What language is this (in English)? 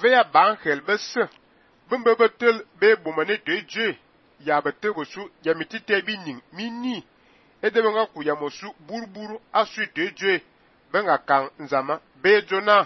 Fang